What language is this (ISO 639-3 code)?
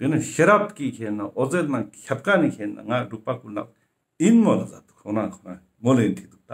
lbj